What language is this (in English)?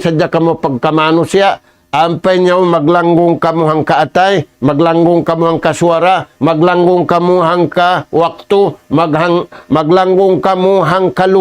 Tausug